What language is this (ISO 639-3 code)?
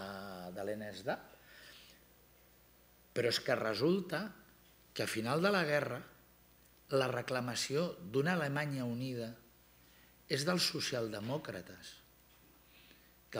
cat